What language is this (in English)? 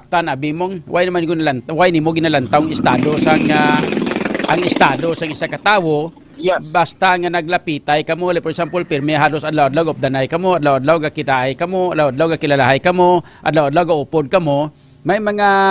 Hiligaynon